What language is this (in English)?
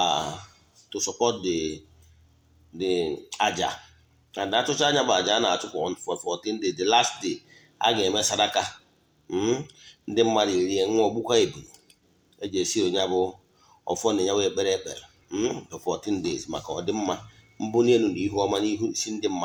Igbo